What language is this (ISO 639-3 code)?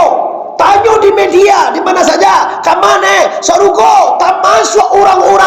min